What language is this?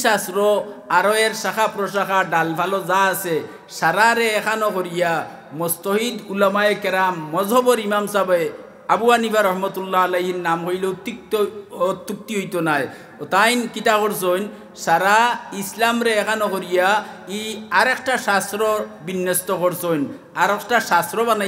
Sylheti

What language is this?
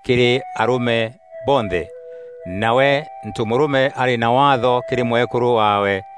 Meru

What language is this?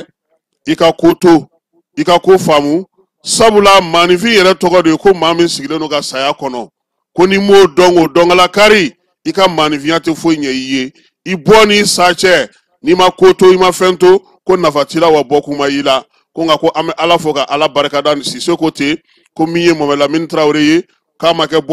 Bambara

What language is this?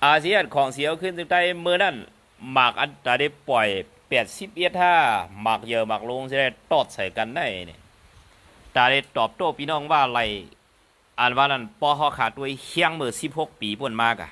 Shan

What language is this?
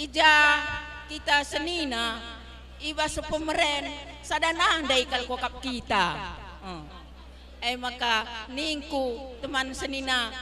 Batak Karo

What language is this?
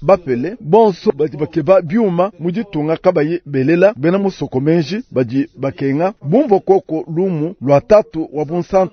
Luba-Lulua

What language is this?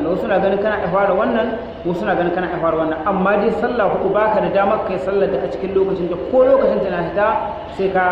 Hausa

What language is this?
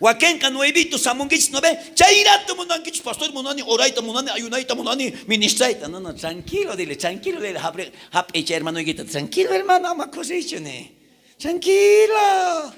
South Bolivian Quechua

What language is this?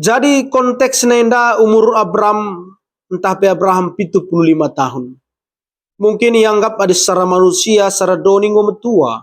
Batak Karo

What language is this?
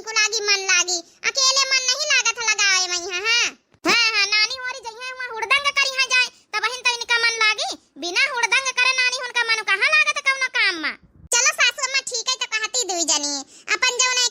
Awadhi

